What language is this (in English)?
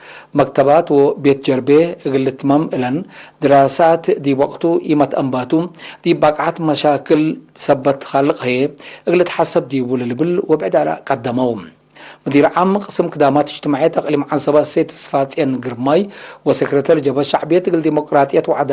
Tigre